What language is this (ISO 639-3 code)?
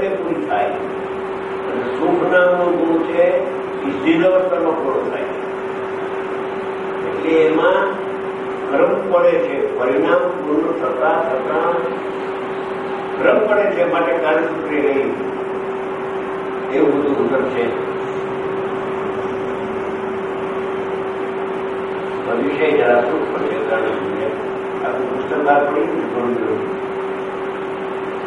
guj